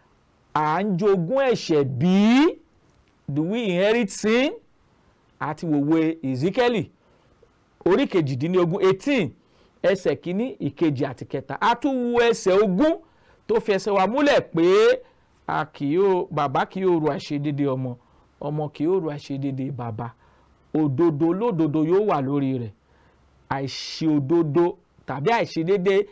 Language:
Yoruba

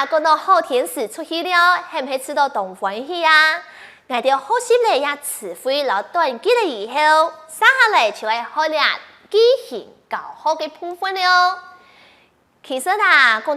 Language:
Hakka Chinese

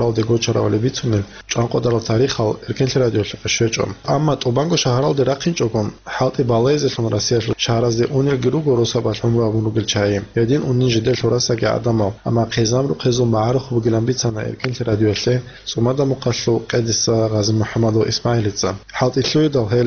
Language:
Avaric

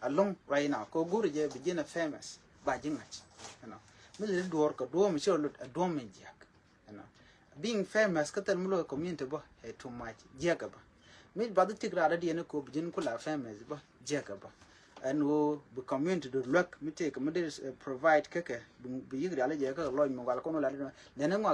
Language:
Nuer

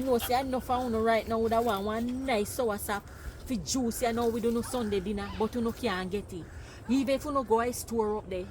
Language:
Jamaican Creole English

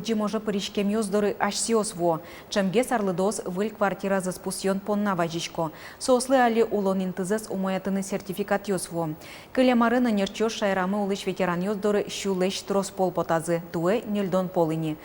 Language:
Udmurt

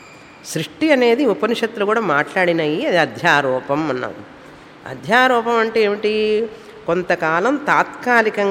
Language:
Telugu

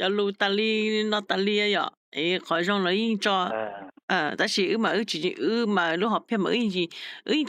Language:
Hmong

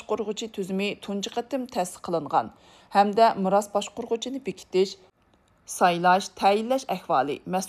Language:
Uyghur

